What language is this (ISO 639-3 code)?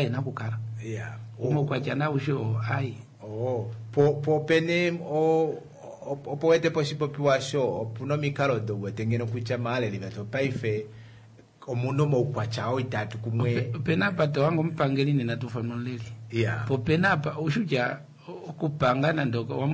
kua